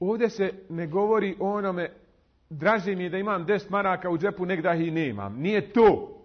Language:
Bosnian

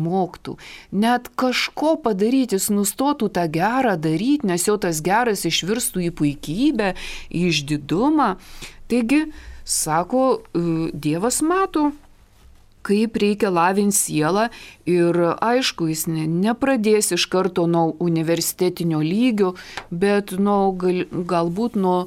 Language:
Lithuanian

